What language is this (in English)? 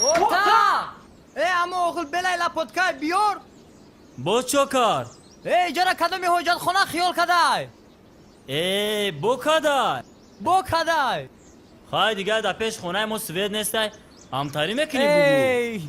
Tajik